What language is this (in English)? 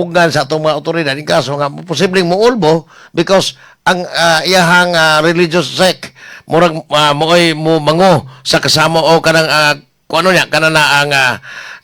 Cebuano